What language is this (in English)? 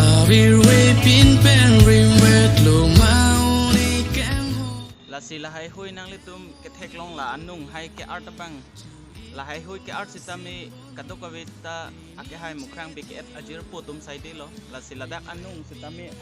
Karbi